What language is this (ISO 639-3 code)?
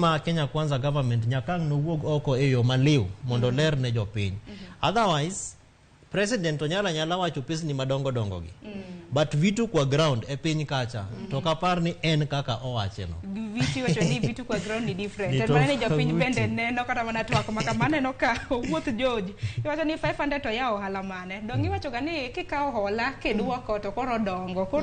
luo